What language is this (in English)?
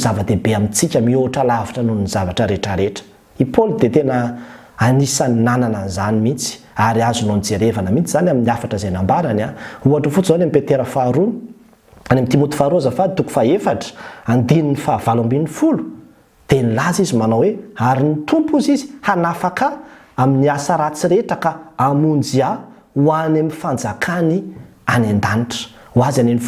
Malagasy